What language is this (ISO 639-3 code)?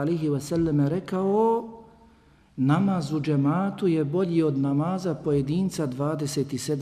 bos